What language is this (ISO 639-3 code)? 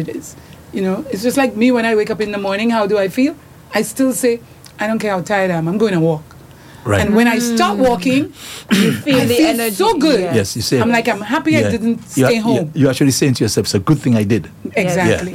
eng